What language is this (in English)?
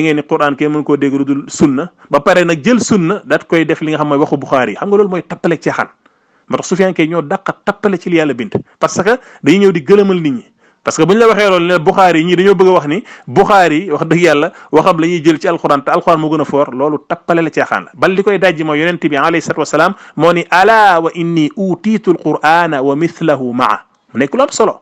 Wolof